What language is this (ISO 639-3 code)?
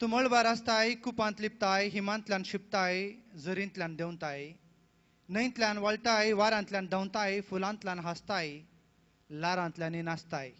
kok